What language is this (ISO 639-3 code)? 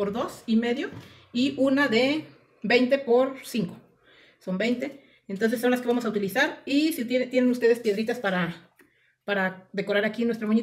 spa